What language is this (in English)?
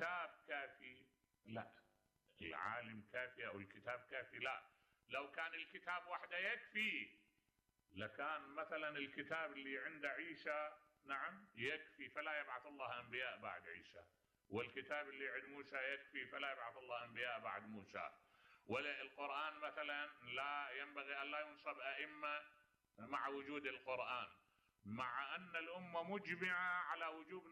Mesopotamian Arabic